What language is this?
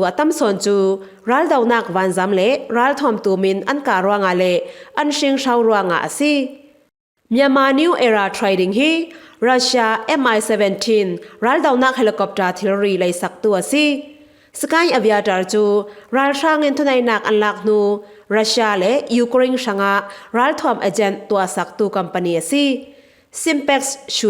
Falam Chin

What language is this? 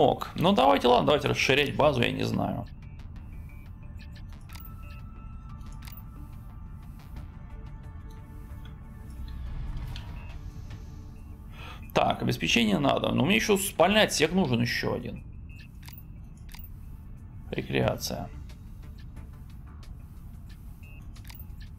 Russian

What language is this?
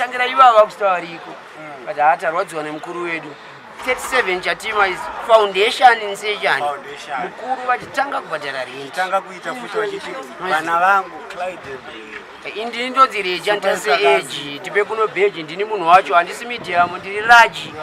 Shona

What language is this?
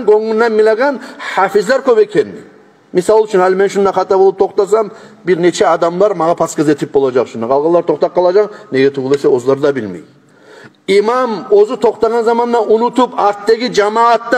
Kumyk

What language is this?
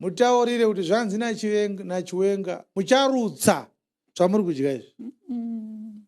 Shona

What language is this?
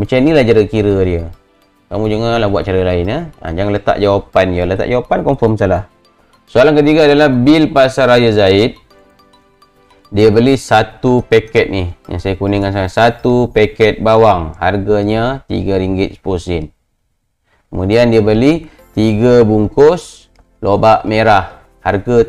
Malay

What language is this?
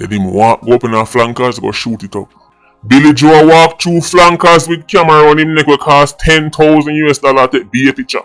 Jamaican Creole English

